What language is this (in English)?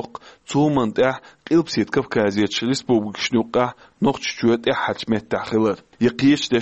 Chechen